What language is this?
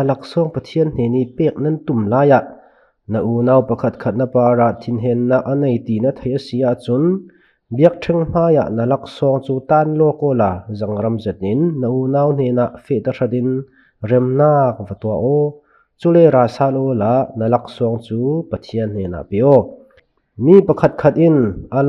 Falam Chin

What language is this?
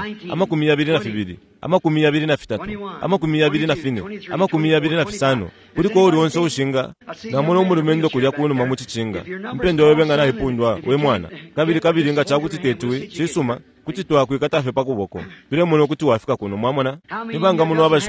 Bemba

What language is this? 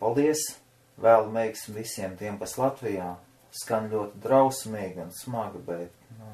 Latvian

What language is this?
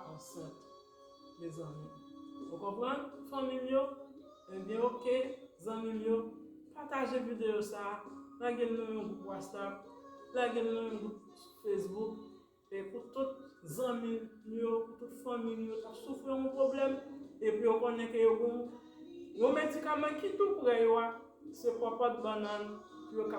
Haitian Creole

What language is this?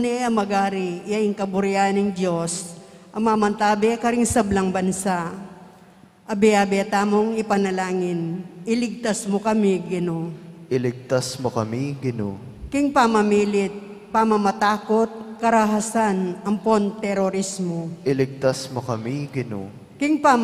Pampanga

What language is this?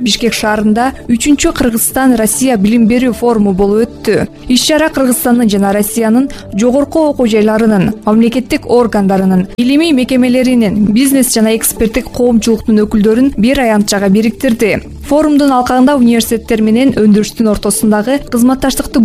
Kyrgyz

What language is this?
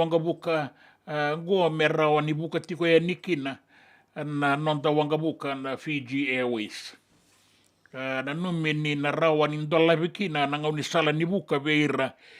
Fijian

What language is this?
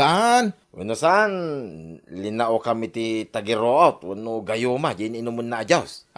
Iloko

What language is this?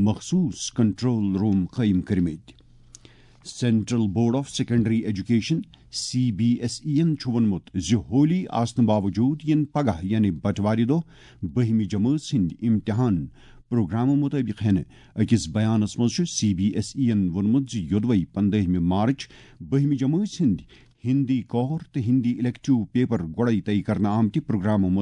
Kashmiri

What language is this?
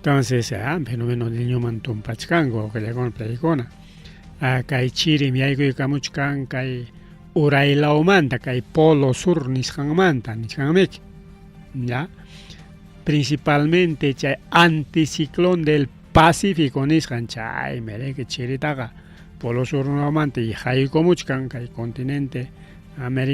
Ayacucho Quechua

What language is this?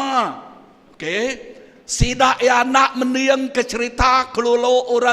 Iban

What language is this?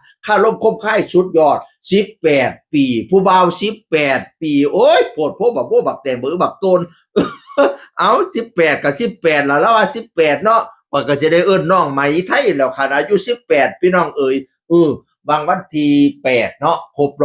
Northeastern Thai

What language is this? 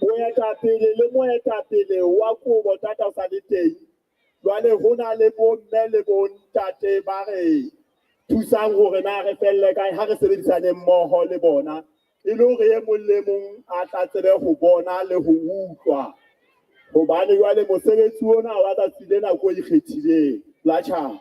Southern Sotho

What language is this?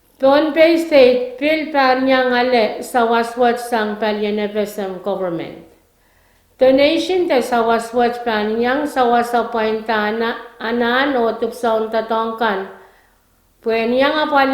Pohnpeian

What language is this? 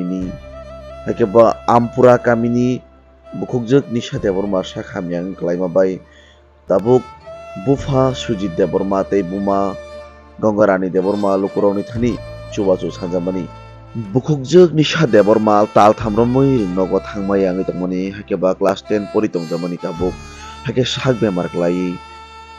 Kok Borok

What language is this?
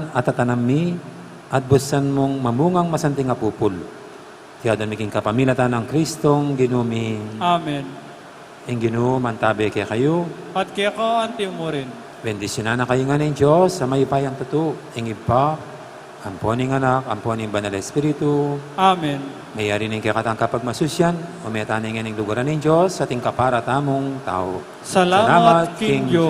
Pampanga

